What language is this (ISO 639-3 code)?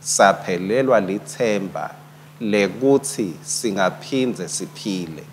ssw